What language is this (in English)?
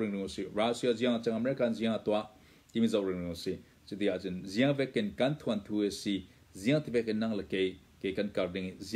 Hakha Chin